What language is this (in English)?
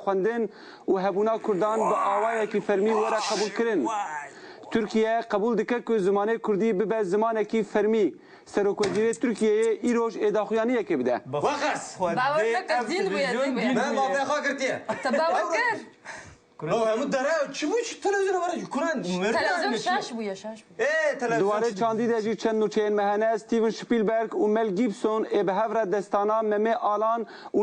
Kurdish